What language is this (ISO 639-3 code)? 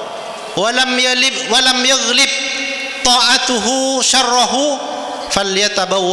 mad